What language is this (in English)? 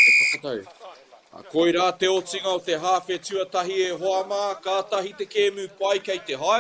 Māori